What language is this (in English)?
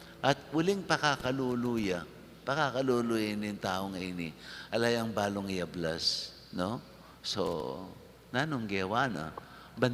Pampanga